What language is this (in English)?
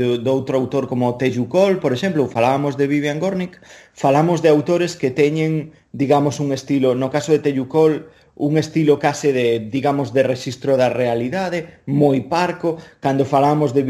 Galician